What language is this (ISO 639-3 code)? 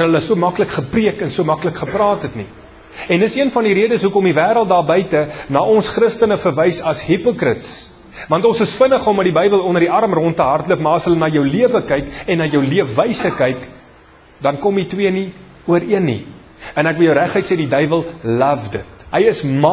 afr